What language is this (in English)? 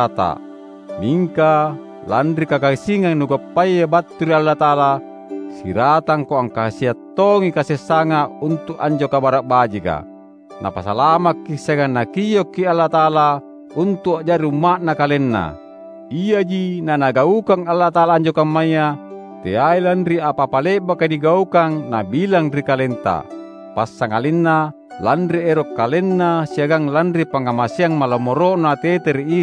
Makasar